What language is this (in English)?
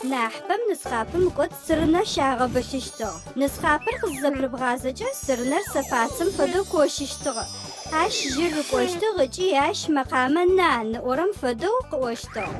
Adyghe